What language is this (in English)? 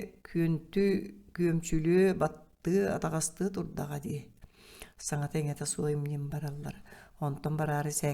Yakut